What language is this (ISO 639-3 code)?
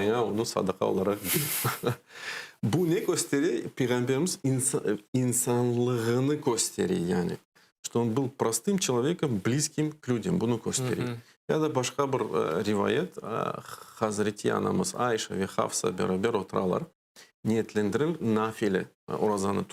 crh